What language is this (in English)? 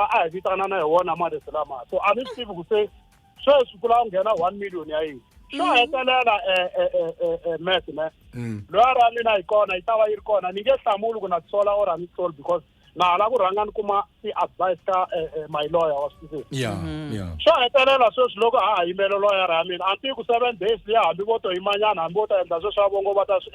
Tsonga